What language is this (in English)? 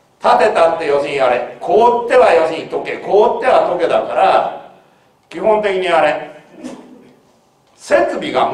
Japanese